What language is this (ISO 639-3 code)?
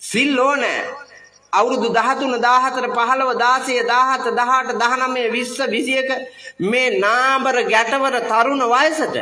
sin